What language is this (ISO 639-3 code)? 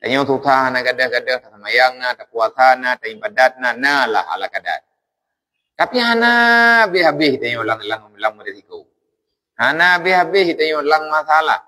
ace